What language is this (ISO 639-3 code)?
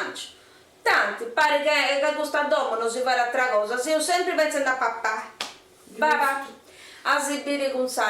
srd